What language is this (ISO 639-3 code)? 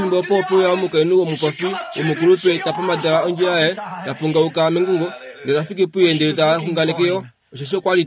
kua